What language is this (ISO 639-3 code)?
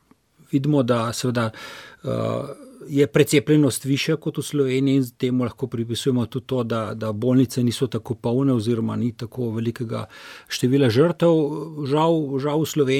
slv